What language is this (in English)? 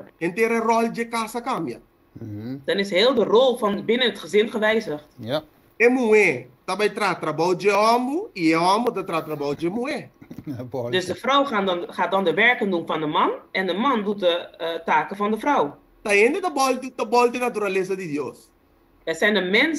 Papiamento